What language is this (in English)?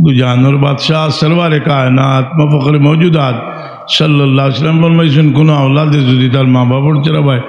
Sylheti